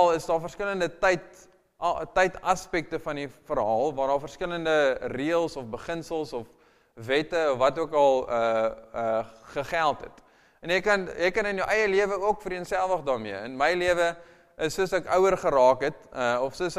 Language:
Afrikaans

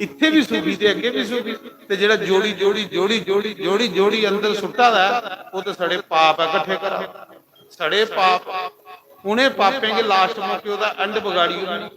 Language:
Dogri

